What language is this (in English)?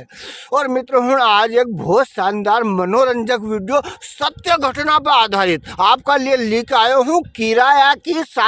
Rajasthani